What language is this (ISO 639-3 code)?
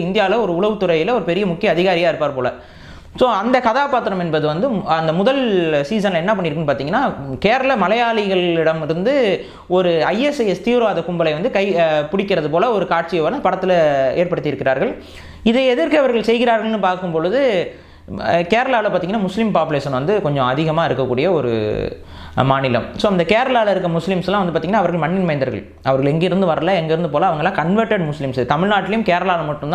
tam